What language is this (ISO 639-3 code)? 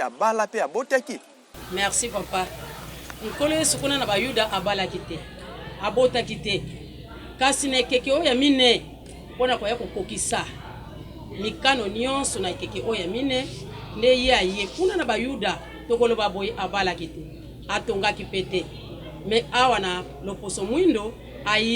lin